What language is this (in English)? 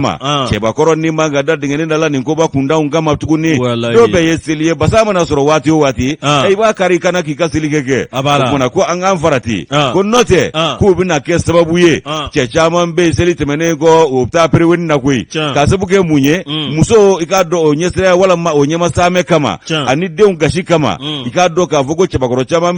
Bambara